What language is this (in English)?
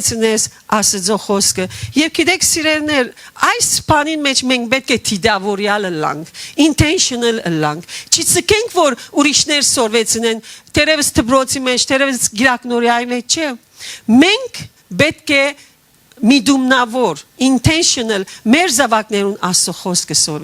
Western Armenian